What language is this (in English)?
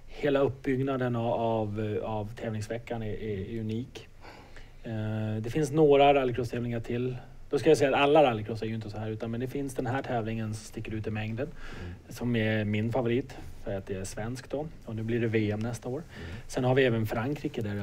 Swedish